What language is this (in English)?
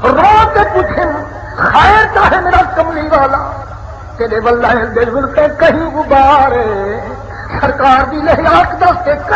Saraiki